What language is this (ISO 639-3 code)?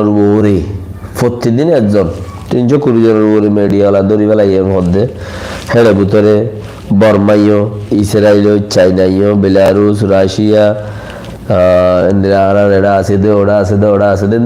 rhg